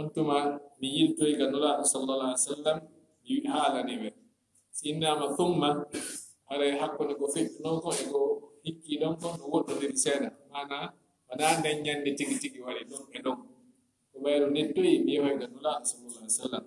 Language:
Fula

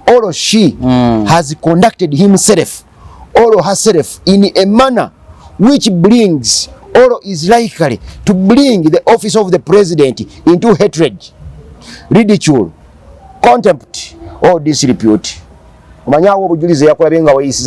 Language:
Ganda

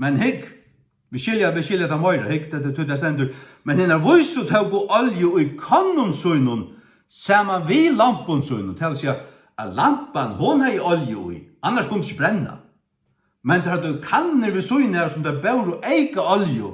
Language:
Faroese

